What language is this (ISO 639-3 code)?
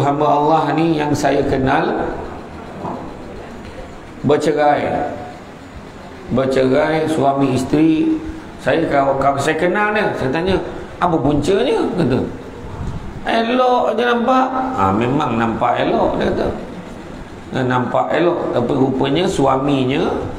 msa